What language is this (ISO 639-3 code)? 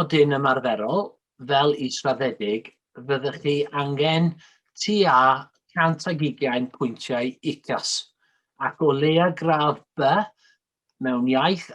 cym